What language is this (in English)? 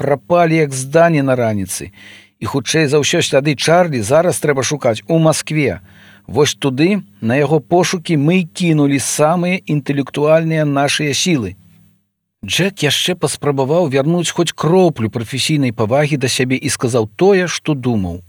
Belarusian